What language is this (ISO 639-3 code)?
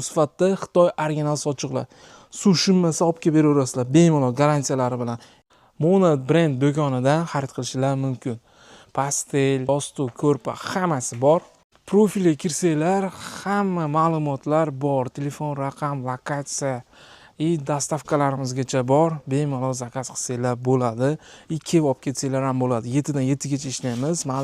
uzb